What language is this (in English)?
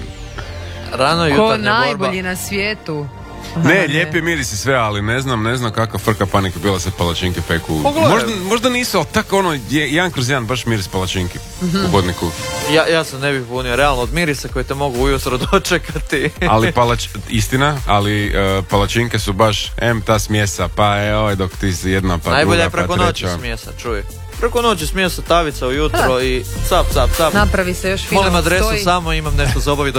Croatian